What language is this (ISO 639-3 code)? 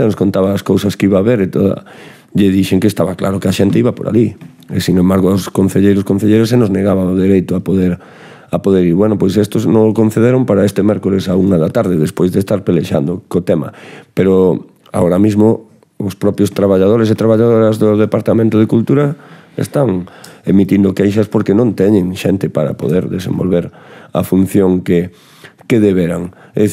glg